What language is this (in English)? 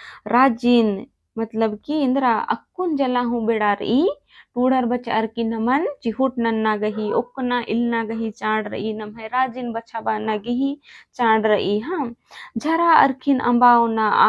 Kurukh